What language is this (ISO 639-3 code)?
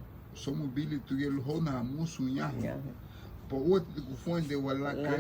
cab